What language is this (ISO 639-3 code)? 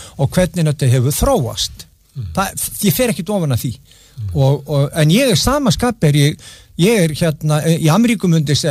isl